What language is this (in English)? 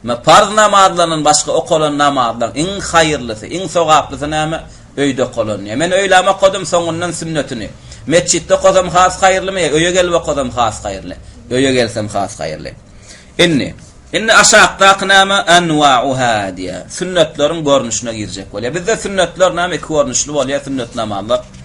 Turkmen